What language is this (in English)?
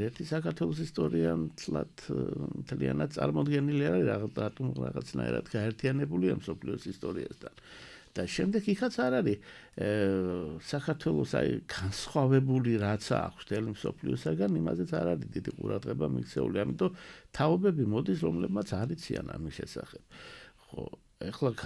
Georgian